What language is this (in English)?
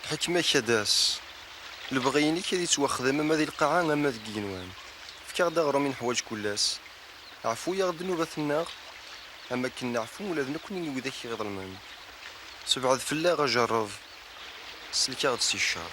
Kabyle